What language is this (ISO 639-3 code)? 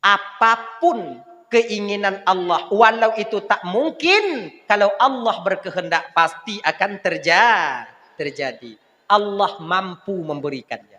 ace